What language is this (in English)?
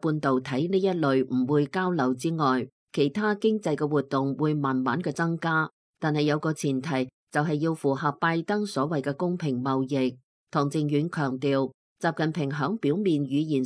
Cantonese